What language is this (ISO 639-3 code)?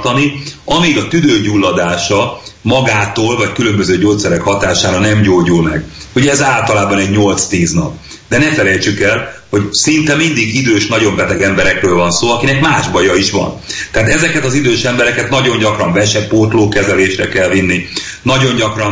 hun